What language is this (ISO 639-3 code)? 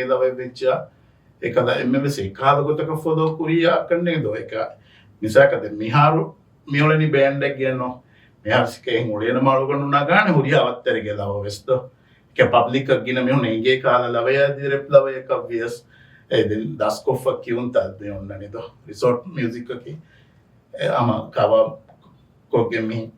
div